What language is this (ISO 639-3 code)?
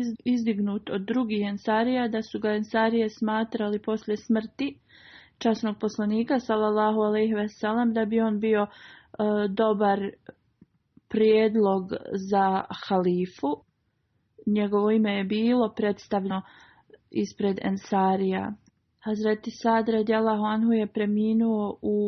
bos